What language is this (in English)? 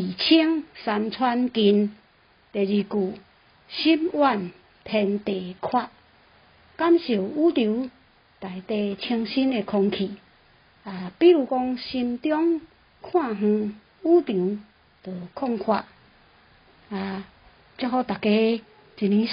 Min Nan Chinese